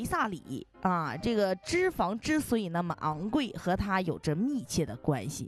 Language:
Chinese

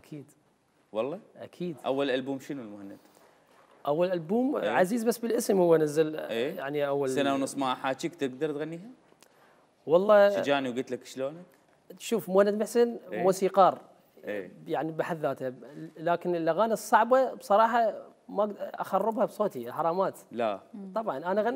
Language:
Mesopotamian Arabic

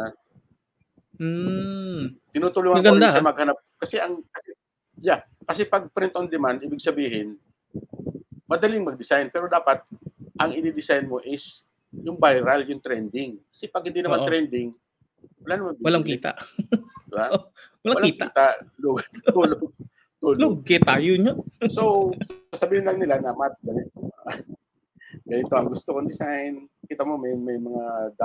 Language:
Filipino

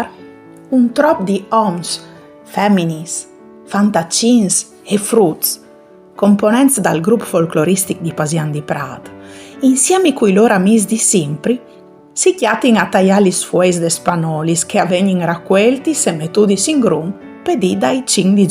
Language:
Friulian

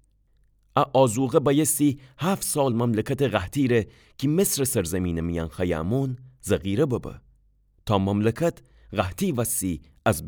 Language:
Gilaki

